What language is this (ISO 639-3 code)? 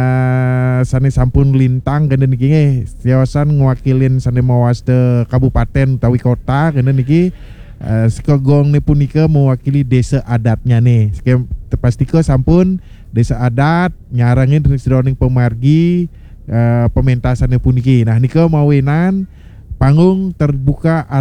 ban